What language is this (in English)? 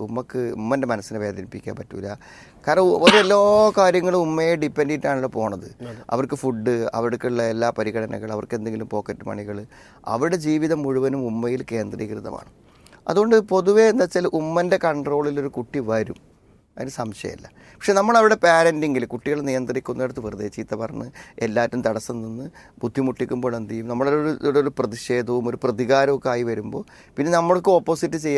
Malayalam